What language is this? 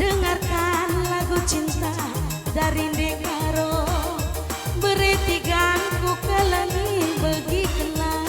Batak Karo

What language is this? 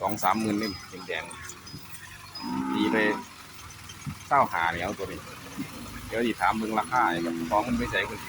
Northeastern Thai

